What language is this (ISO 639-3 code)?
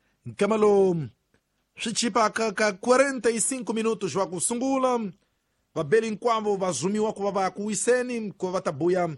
tso